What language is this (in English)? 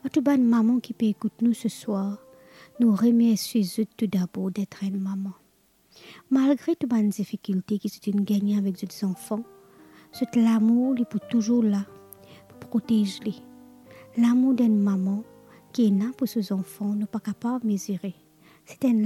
Morisyen